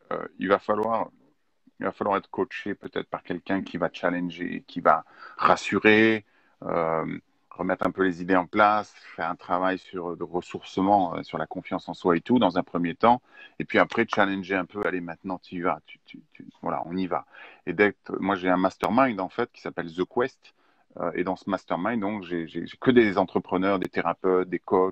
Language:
French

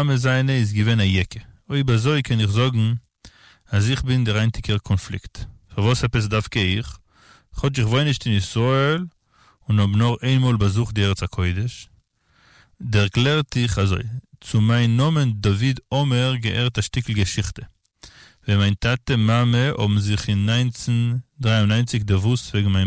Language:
Yiddish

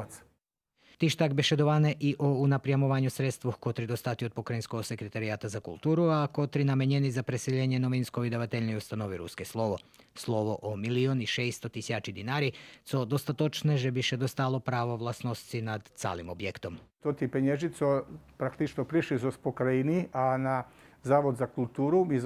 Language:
Rusyn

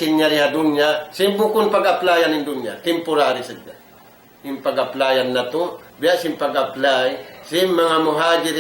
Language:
Tausug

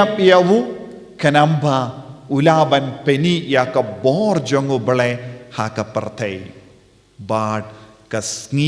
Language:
Khasi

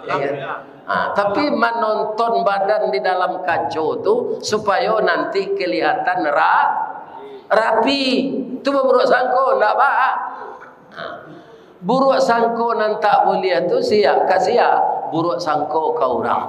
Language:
Minangkabau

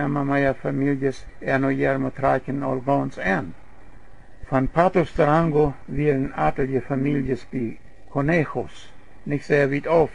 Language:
Plautdietsch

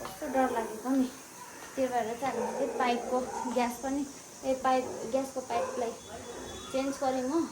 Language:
Nepali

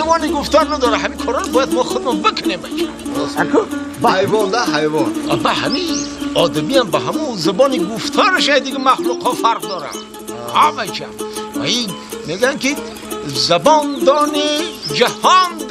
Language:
Tajik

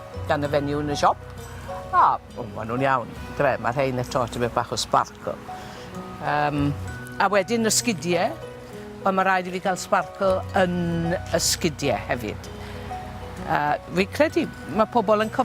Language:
Welsh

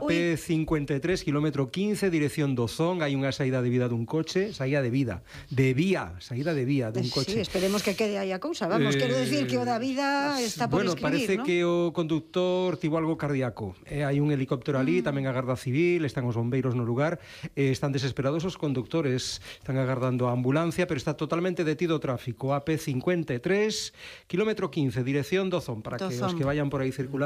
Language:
Galician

